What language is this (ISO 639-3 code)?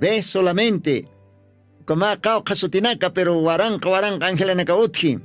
aym